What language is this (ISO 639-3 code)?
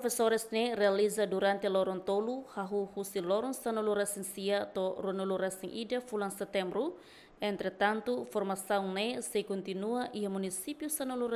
tet